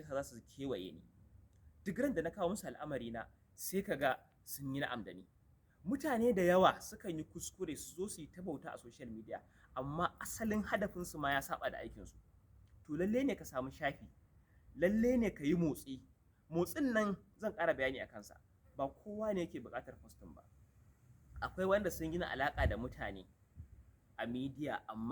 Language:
Hausa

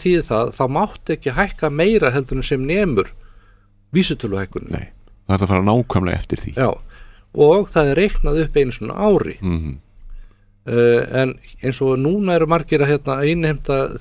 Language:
Icelandic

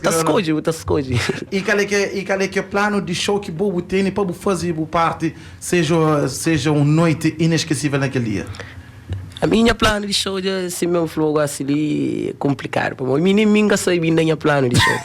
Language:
Kabuverdianu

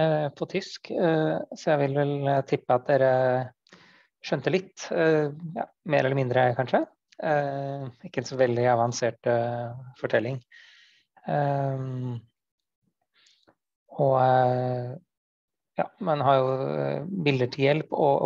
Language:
Norwegian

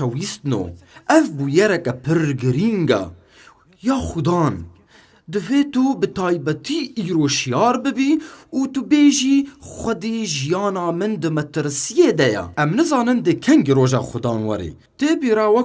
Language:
Kurdish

